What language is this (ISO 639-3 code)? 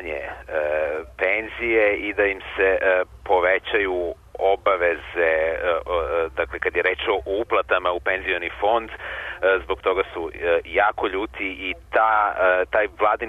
srp